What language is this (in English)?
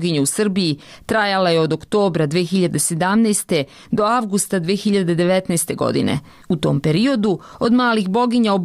Serbian